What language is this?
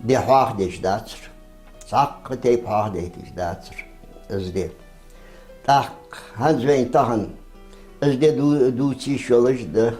Ingush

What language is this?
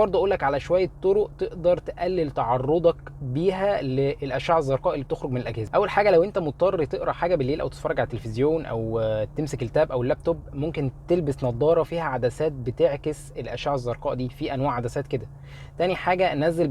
Egyptian Arabic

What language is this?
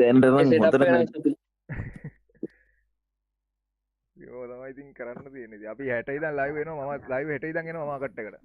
Sinhala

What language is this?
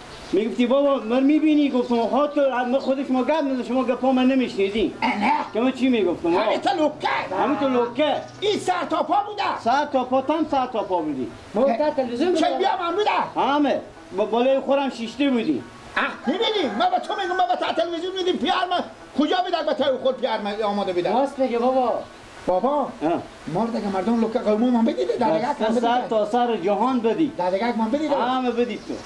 Persian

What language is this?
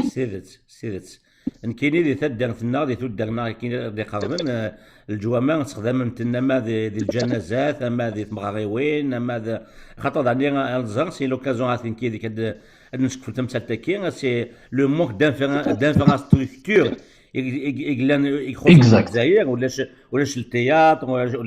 Kabyle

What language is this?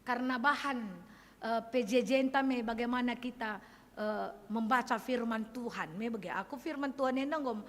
Batak Karo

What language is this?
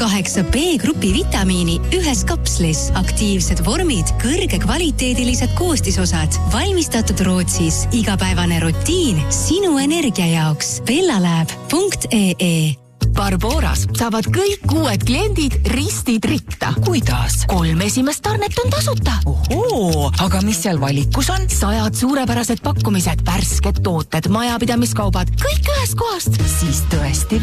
Estonian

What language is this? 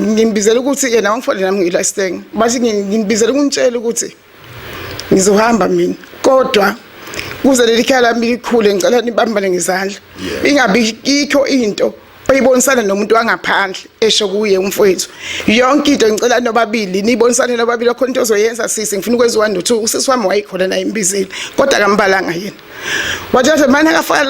Zulu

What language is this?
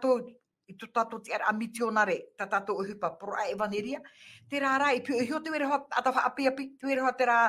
Tahitian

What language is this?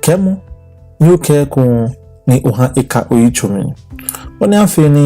Ga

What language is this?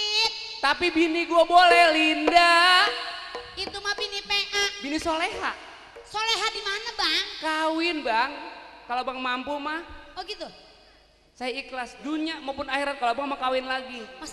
Betawi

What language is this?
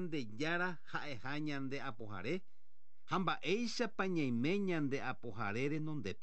Guarani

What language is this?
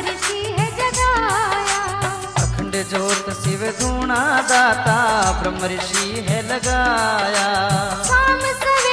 Hindi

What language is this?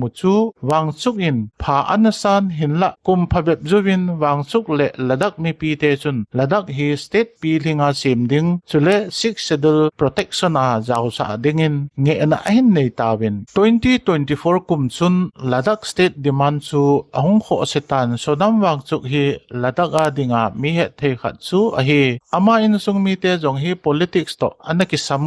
Thado Chin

